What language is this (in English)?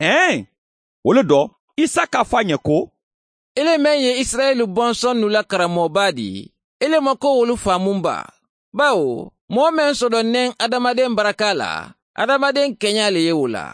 Mandingo